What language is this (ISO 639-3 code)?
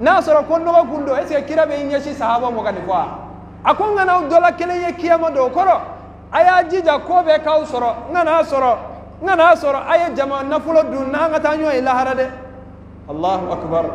bam